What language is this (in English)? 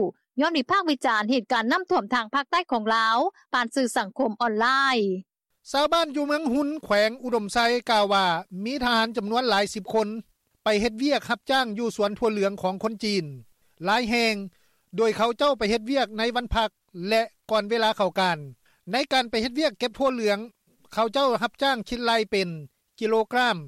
Lao